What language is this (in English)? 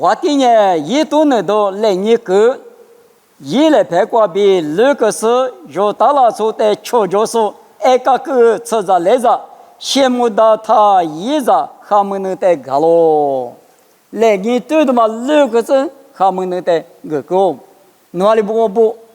Lisu